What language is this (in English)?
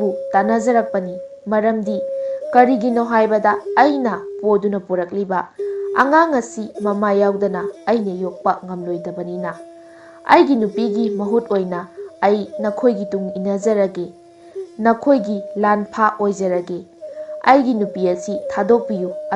Manipuri